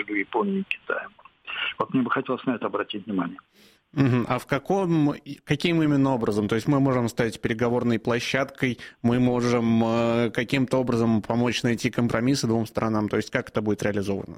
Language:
Russian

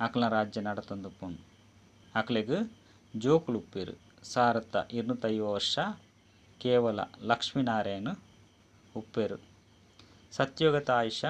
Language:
Tulu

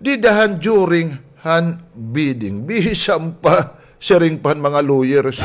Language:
Waray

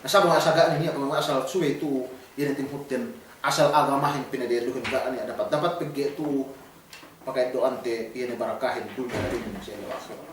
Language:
Yakan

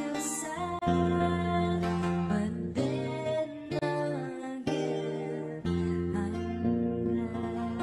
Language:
Filipino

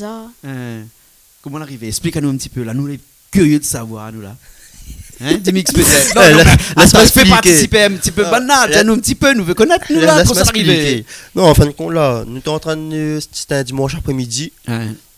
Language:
Réunion Creole French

